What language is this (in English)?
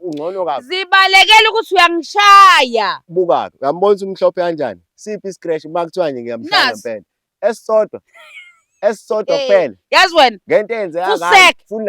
Zulu